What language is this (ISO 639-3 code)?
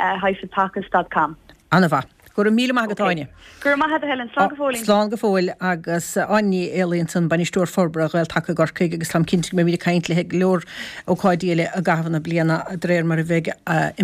gle